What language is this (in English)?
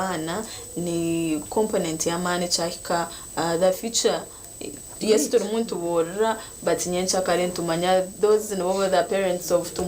Nyankole